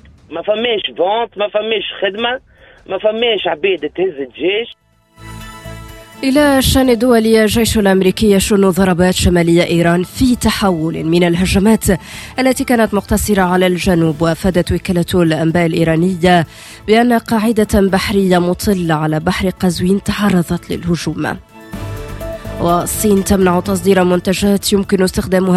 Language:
Tunisian Arabic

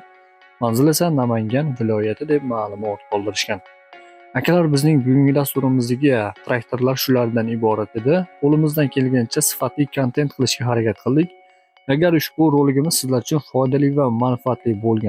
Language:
Uzbek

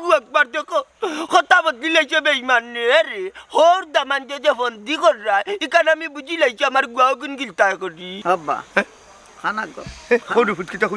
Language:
Sylheti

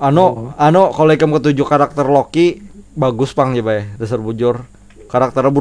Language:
Banjar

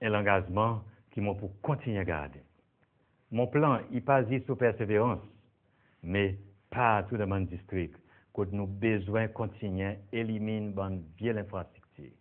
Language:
Seselwa Creole French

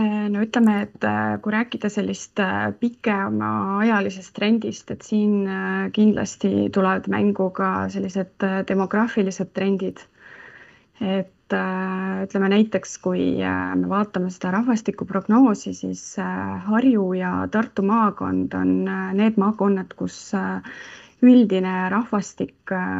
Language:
Estonian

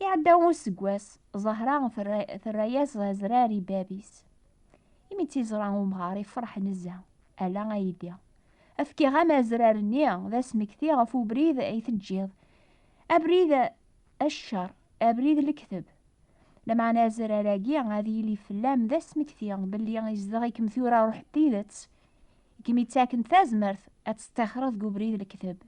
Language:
Kabyle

